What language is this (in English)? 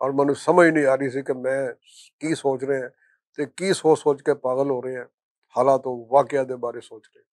Western Panjabi